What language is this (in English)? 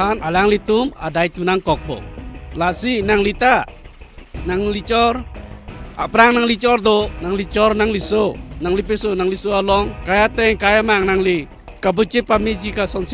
Karbi